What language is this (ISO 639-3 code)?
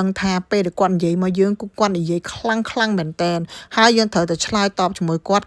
khm